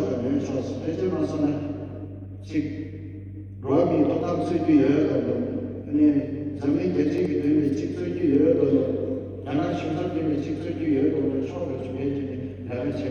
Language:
Tibetan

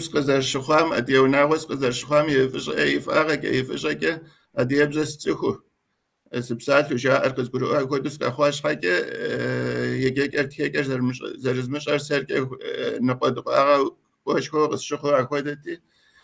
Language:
Kabardian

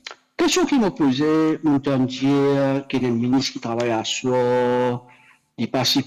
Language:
Morisyen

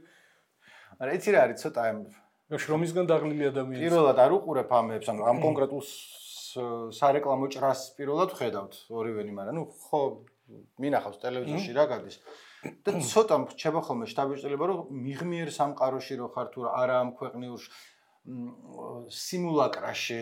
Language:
Georgian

